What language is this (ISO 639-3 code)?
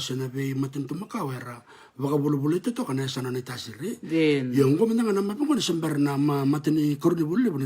fij